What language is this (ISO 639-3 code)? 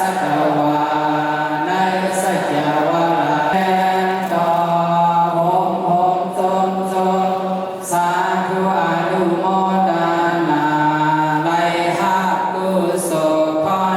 shn